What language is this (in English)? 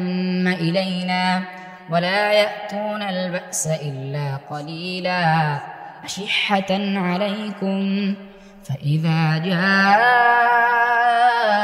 Arabic